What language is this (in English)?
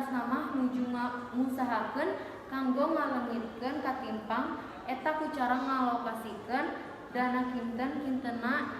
Sundanese